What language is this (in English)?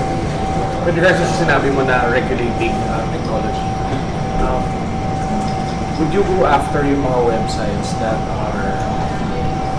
Filipino